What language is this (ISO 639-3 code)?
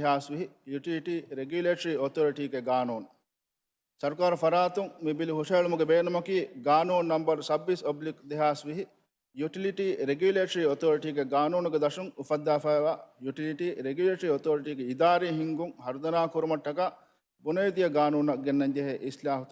div